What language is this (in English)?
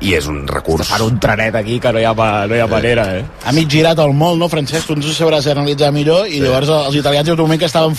Catalan